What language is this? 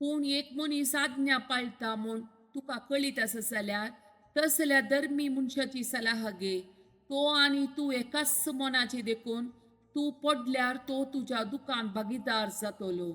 Konkani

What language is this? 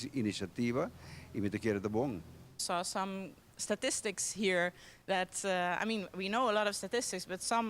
Papiamento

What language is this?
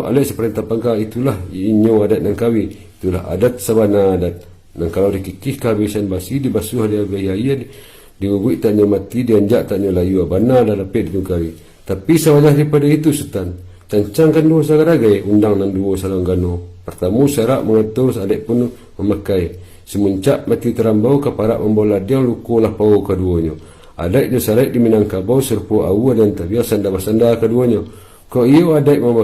Minangkabau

